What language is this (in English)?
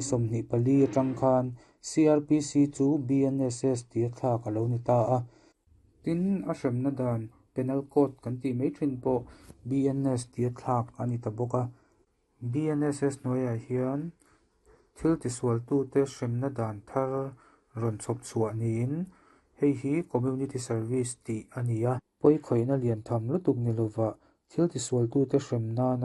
Mizo